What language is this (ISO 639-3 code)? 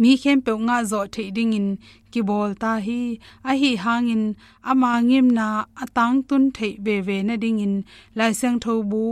ctd